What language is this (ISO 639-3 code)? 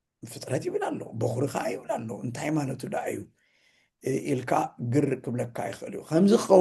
tir